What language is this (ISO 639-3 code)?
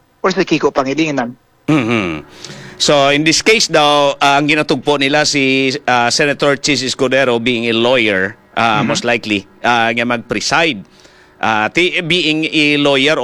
hil